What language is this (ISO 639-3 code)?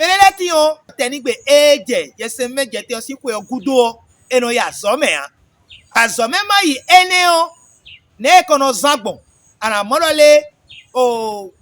fon